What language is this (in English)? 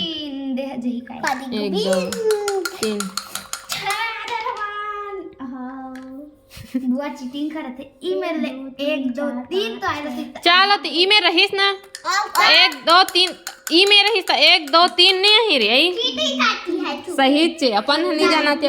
Chhattisgarhi